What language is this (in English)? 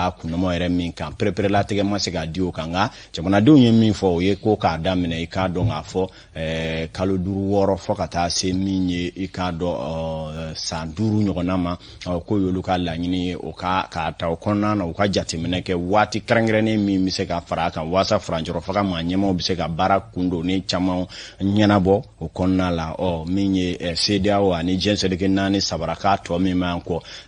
Bambara